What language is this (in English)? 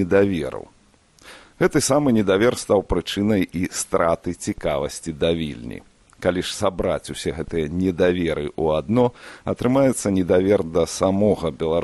Belarusian